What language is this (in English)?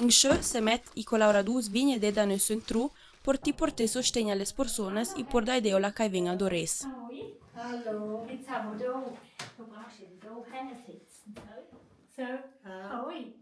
Ladin